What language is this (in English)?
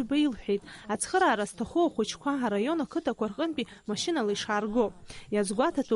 Abkhazian